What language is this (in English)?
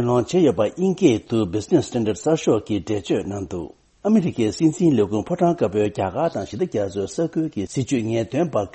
Tibetan